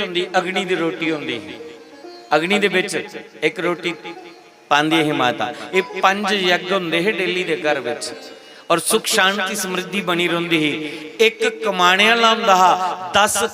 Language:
Dogri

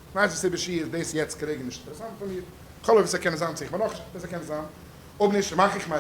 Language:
Yiddish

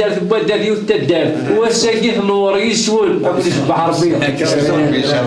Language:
Kabyle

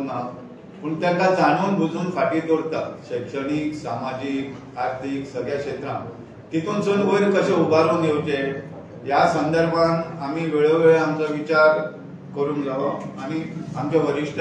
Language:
Konkani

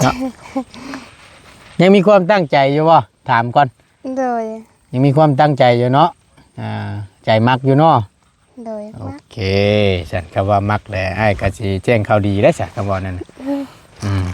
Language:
Lao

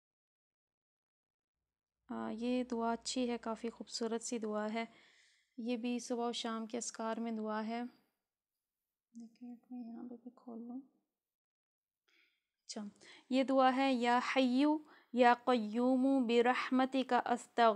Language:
Urdu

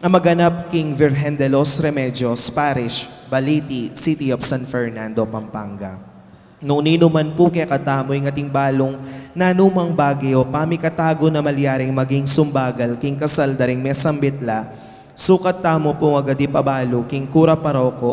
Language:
Pampanga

